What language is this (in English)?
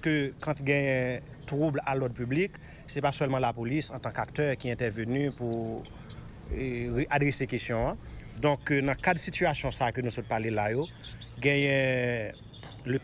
Haitian Creole